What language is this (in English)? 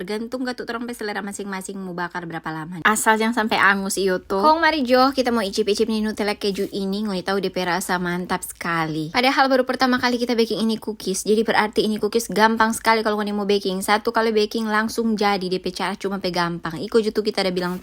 Manado Malay